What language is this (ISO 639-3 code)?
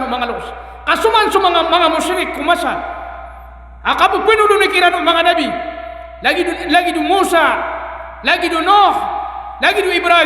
mrw